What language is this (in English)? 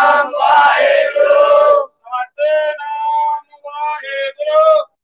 Punjabi